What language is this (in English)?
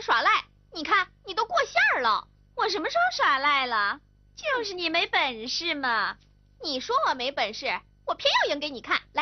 Chinese